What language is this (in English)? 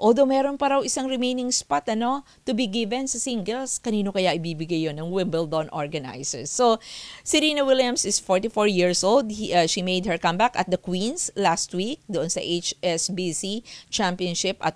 Filipino